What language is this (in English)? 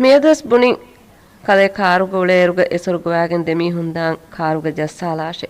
Divehi